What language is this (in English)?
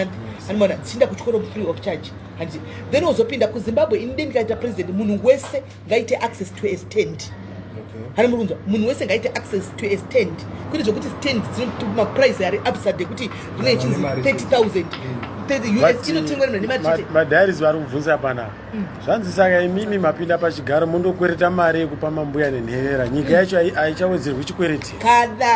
Shona